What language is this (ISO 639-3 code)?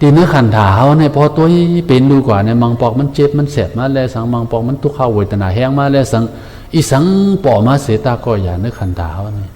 shn